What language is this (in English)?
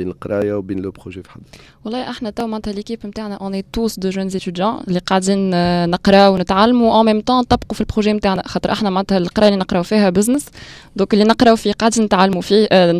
Tunisian Arabic